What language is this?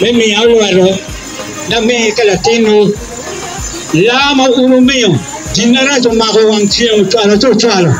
Acoli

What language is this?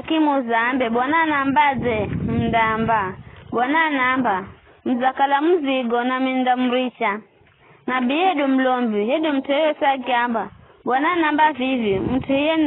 Giryama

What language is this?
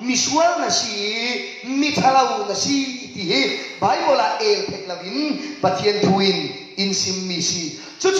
Falam Chin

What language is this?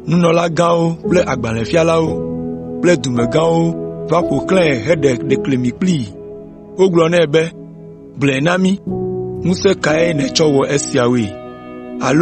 Ewe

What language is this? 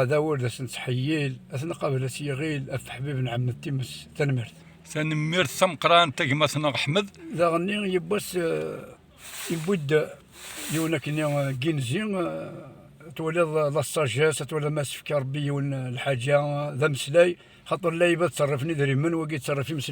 Kabyle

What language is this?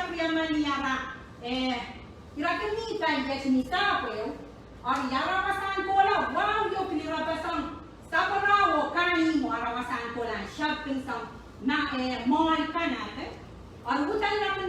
Pohnpeian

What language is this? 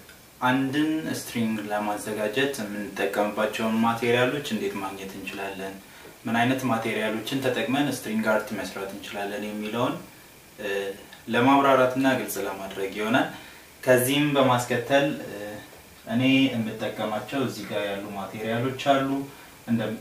Amharic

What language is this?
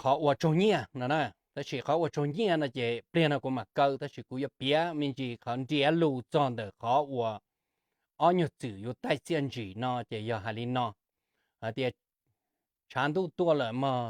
Hmong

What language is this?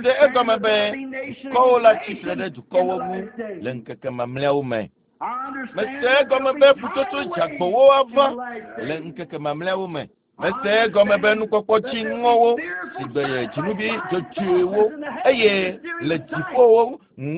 Ewe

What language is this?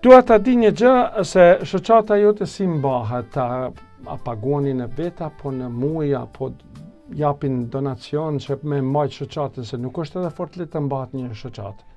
Albanian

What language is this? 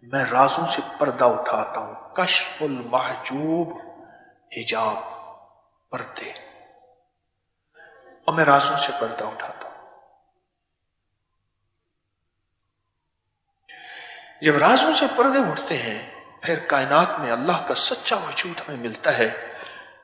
Urdu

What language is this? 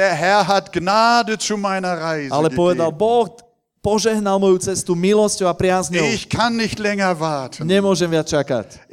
Slovak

